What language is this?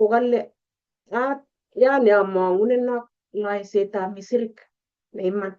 Kalenjin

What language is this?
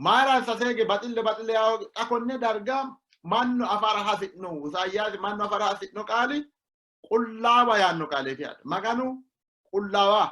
Sidamo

